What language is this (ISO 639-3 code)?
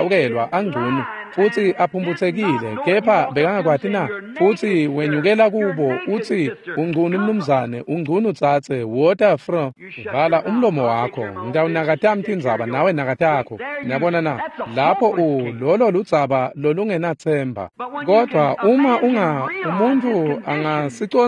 ssw